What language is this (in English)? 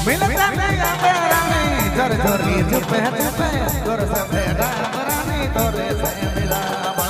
Sadri